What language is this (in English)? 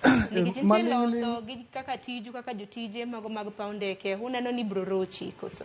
Luo (Kenya and Tanzania)